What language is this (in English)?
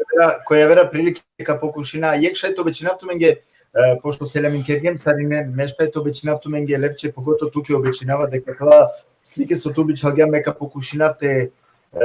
Balkan Romani